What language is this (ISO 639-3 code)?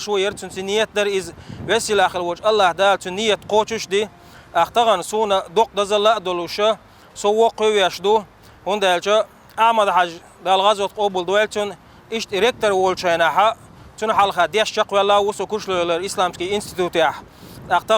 che